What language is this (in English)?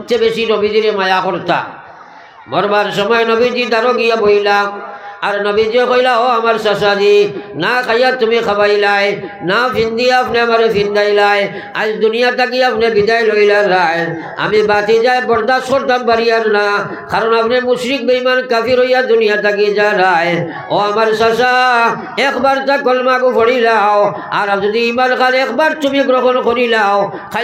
Sylheti